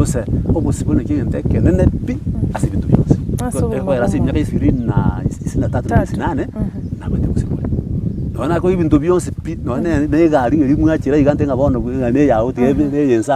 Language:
Gusii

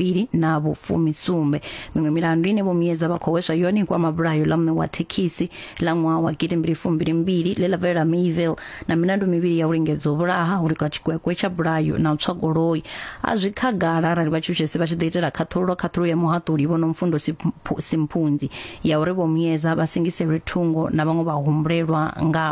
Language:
Venda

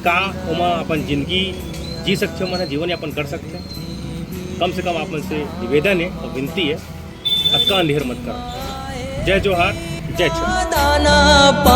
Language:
Chhattisgarhi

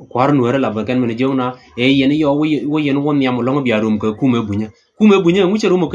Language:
Nuer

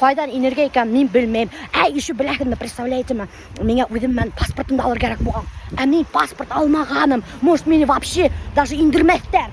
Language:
Bashkir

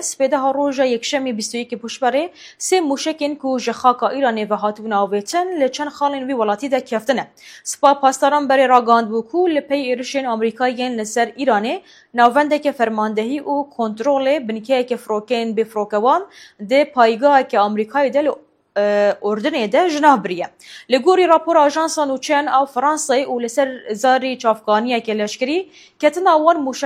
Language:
Kurdish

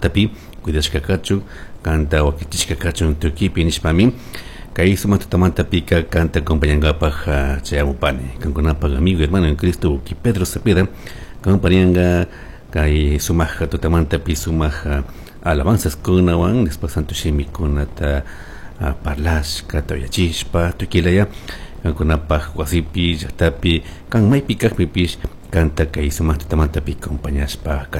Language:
Chimborazo Highland Quichua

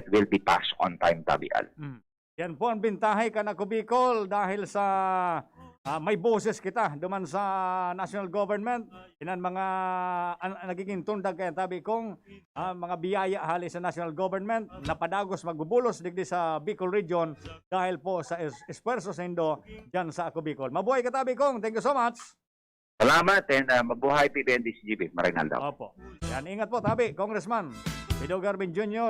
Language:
Bikol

